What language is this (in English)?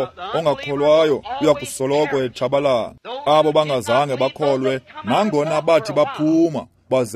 Xhosa